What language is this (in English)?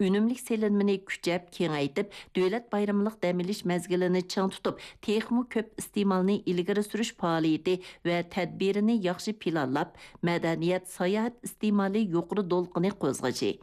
Uyghur